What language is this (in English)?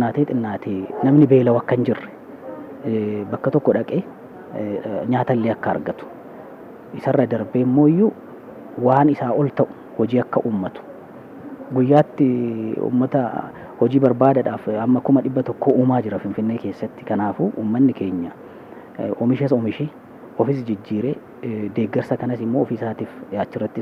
Oromo